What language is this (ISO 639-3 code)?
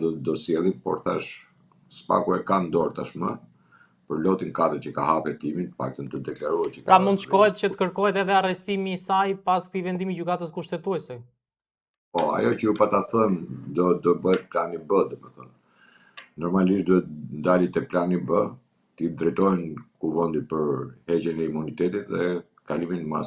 sqi